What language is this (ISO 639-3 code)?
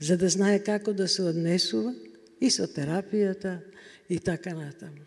mkd